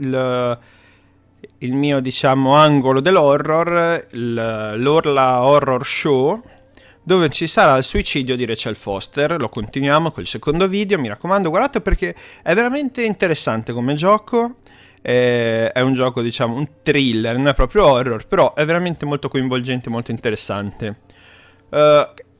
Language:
Italian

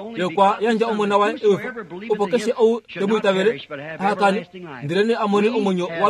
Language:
Kuanyama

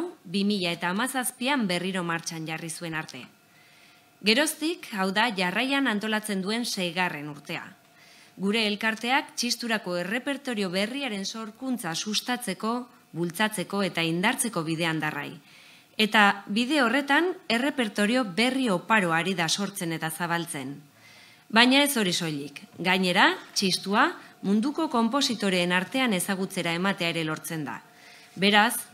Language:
Basque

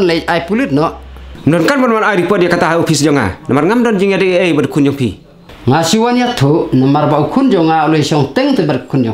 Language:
Khasi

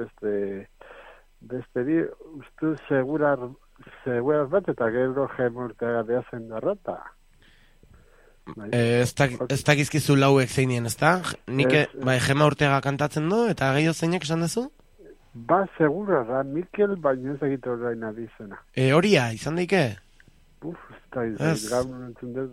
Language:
Basque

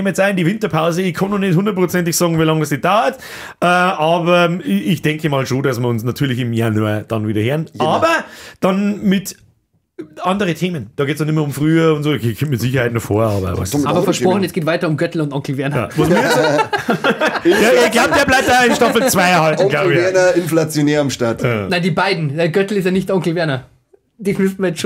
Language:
Bavarian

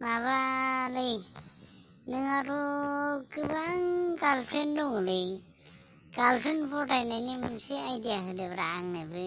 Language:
Bodo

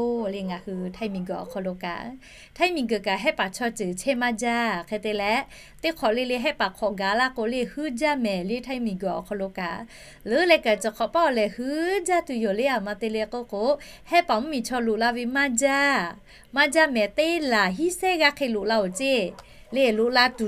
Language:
Lahu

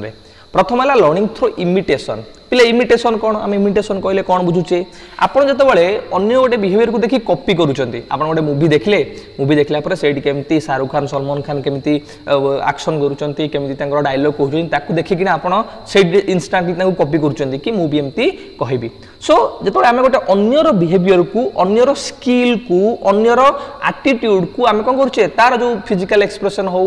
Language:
Odia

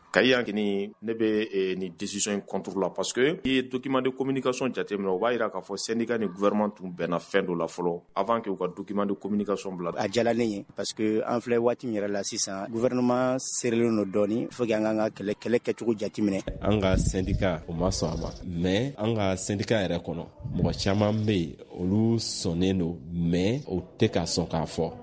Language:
Bambara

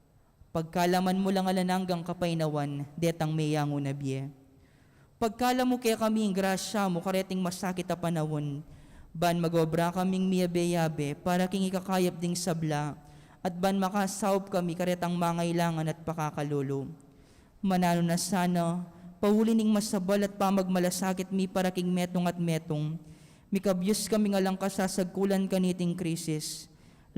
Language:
Pampanga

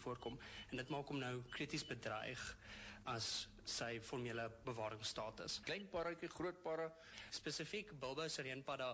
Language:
Afrikaans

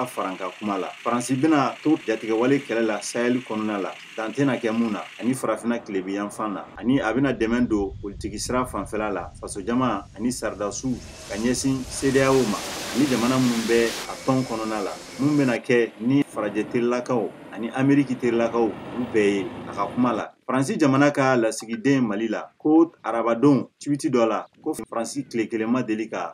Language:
Bambara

